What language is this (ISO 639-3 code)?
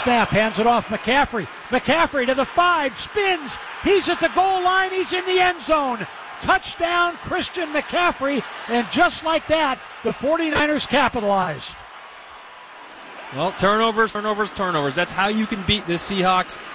eng